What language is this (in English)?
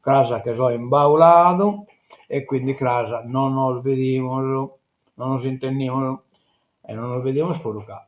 Sardinian